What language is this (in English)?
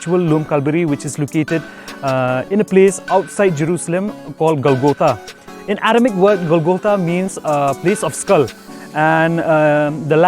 Khasi